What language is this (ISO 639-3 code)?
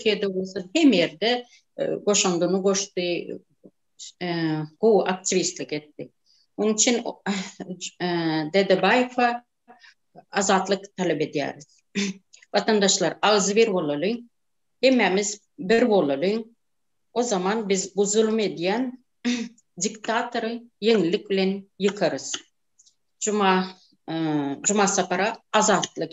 tuk